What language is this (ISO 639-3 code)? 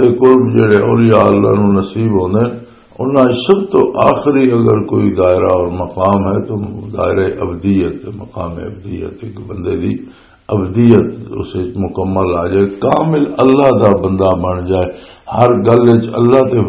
lah